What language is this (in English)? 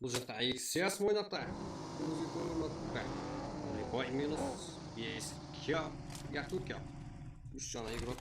Kara-Kalpak